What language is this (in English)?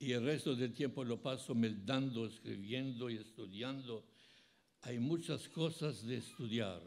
Ladino